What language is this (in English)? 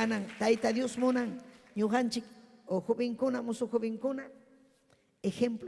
Ayacucho Quechua